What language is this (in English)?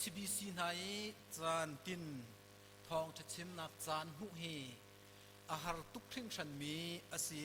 Hakha Chin